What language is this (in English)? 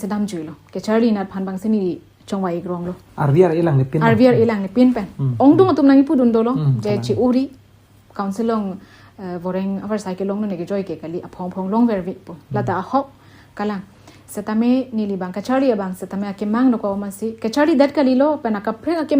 Karbi